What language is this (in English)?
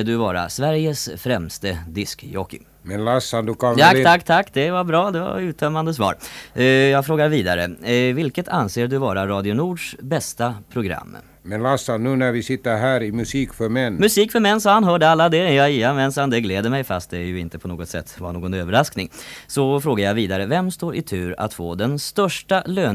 Swedish